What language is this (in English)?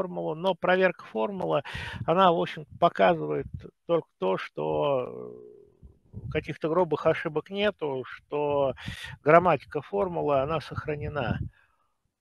Russian